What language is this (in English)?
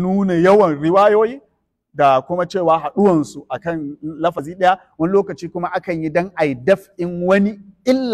Hausa